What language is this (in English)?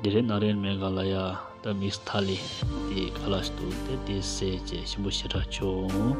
Tibetan